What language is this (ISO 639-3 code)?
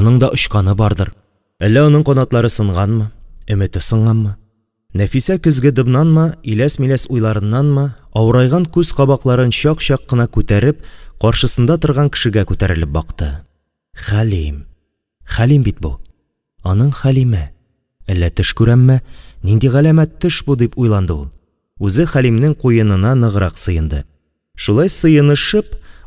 tat